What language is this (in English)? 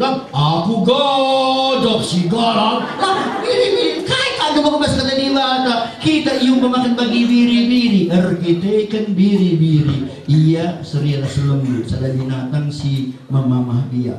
Batak Karo